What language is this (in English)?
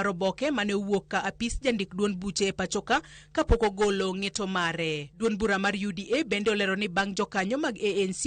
Luo (Kenya and Tanzania)